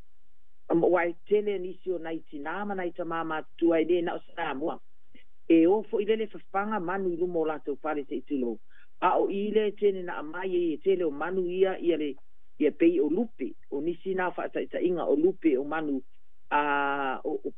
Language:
Samoan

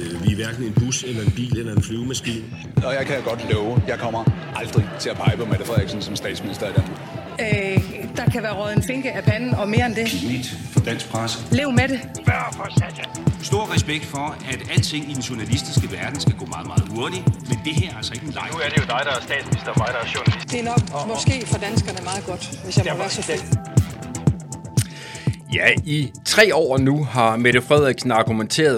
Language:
Danish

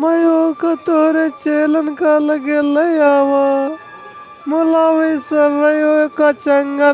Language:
Awadhi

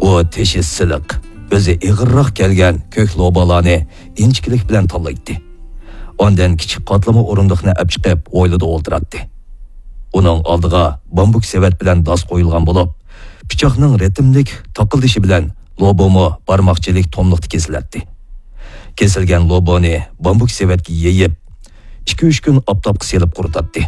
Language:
Uyghur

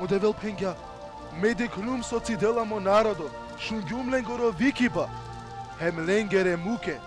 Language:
Balkan Romani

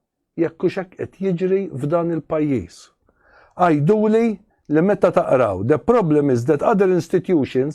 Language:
Maltese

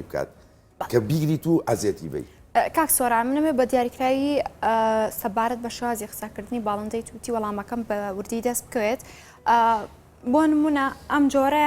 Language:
Central Kurdish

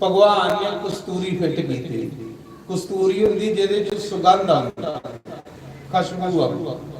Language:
Dogri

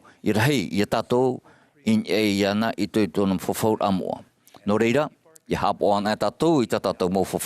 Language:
Tahitian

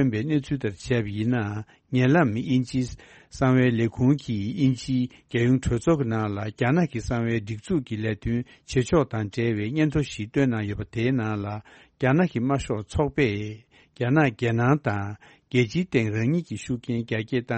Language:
Tibetan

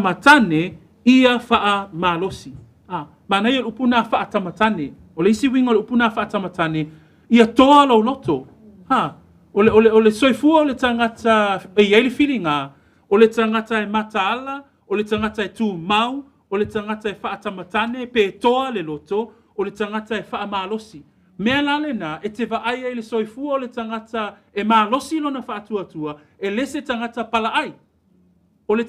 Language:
Samoan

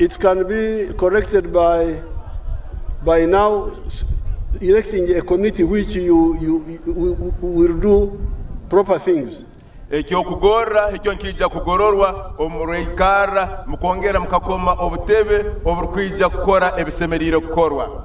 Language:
Nyankole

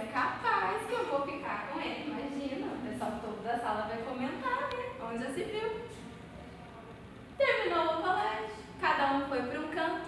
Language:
Portuguese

